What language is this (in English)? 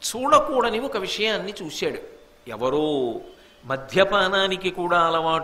Telugu